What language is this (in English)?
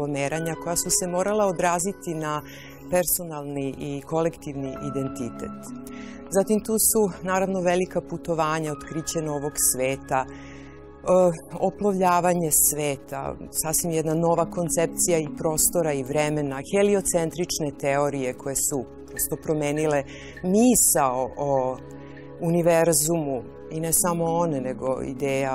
Serbian